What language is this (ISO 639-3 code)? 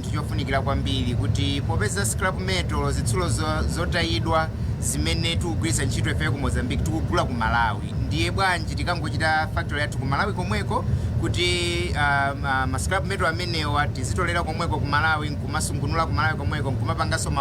nya